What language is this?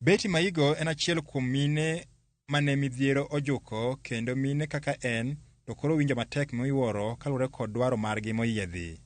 Luo (Kenya and Tanzania)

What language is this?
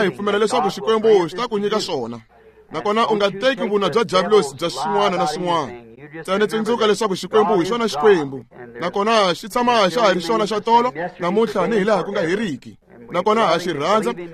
Tsonga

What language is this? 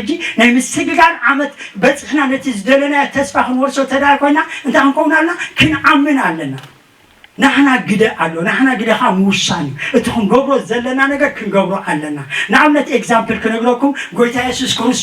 Tigrinya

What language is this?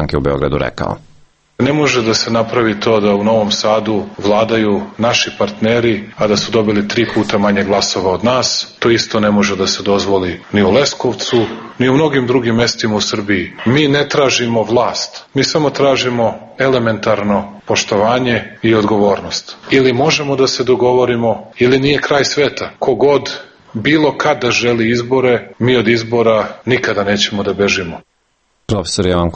Serbian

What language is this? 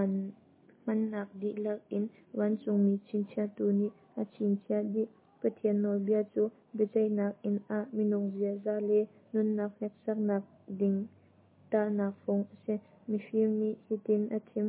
Hakha Chin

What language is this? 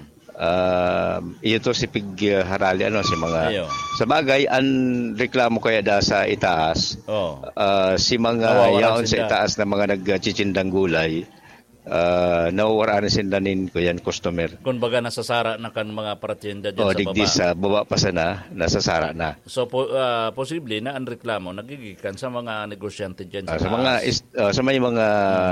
Bikol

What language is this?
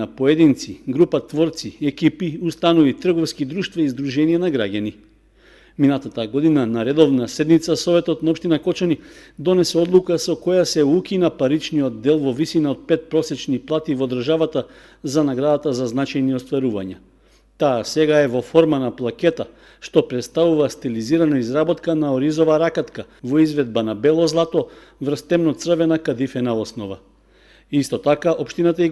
Macedonian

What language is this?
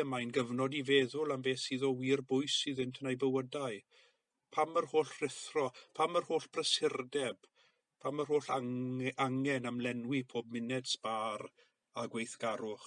Welsh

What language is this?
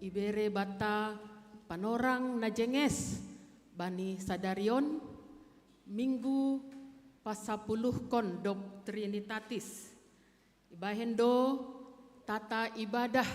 Batak Simalungun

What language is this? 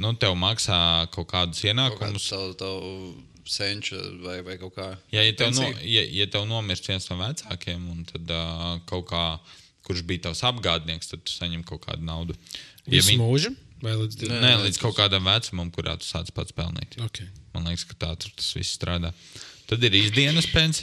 Latvian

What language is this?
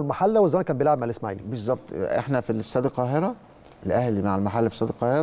Egyptian Arabic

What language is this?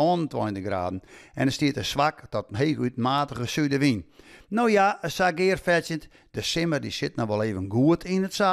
Western Frisian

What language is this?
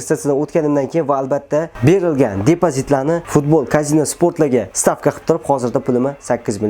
Uzbek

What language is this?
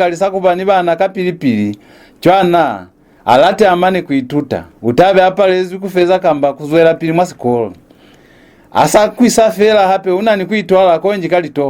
Lozi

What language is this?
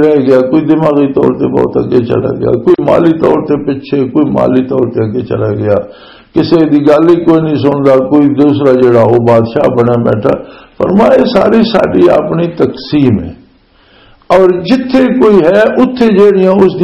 Western Panjabi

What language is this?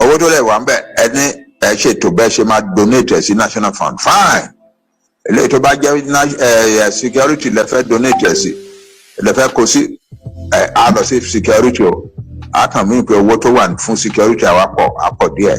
Yoruba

